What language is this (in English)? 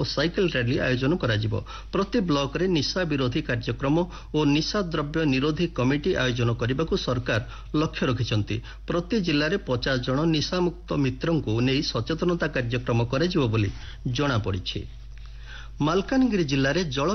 Odia